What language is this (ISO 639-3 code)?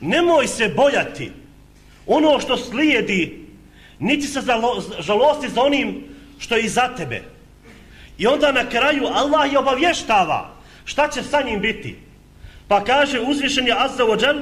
bos